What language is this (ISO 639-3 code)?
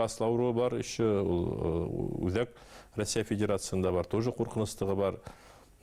bak